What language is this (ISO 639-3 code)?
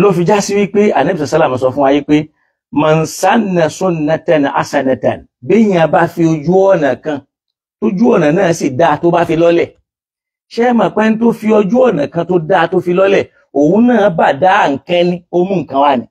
yor